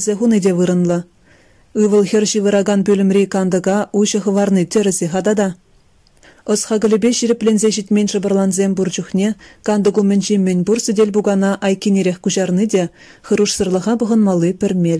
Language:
Chuvash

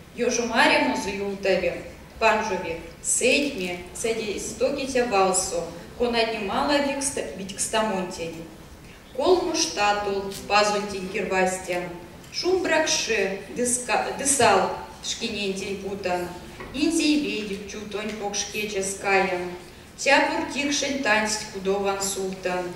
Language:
Erzya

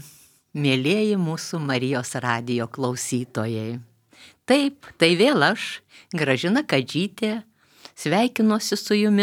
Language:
Lithuanian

